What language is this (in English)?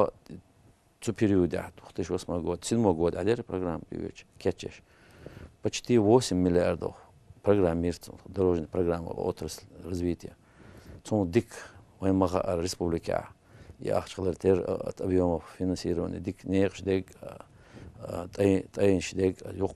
Chechen